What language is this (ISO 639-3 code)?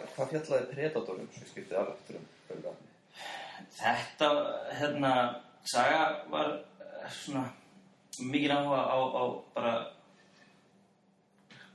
isl